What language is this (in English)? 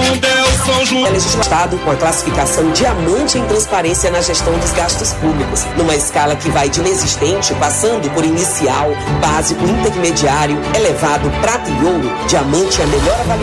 Portuguese